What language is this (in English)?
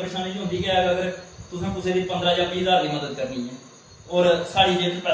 Dogri